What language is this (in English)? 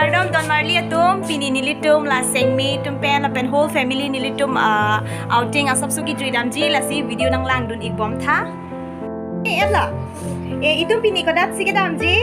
Karbi